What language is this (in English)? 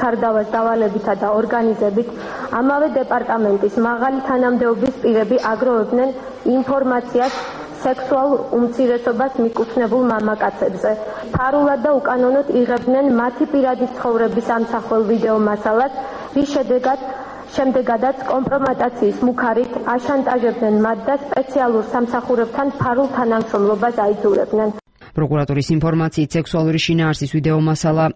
Georgian